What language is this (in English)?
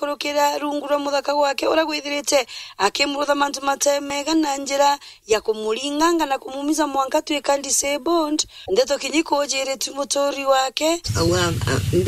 Meru